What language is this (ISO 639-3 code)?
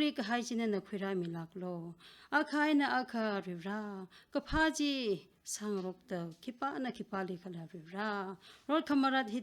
nmf